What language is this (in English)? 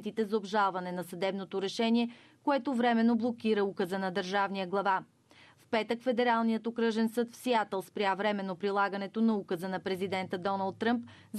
Bulgarian